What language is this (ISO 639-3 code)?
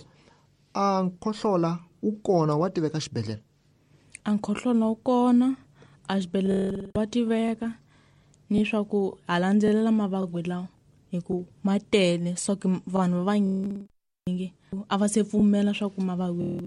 tso